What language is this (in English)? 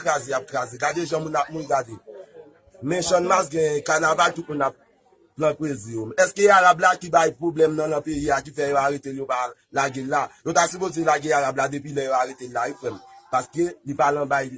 Haitian Creole